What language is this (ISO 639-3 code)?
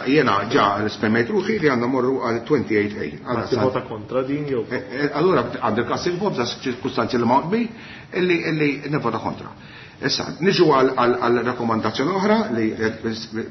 mlt